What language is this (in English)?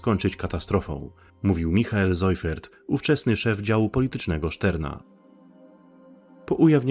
Polish